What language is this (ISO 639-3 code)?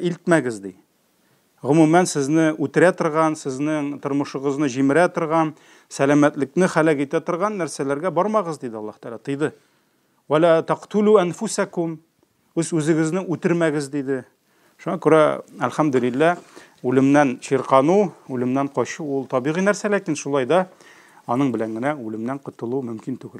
tat